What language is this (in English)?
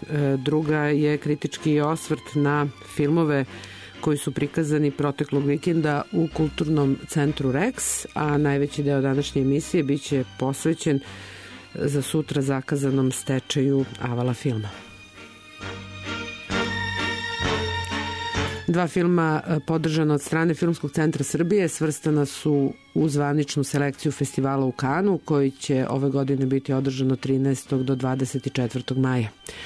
Serbian